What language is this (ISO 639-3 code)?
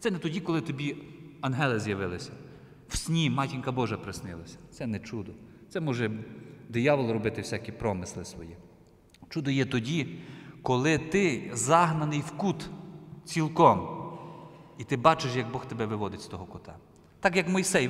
ukr